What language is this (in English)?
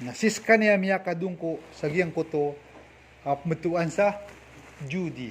Maranao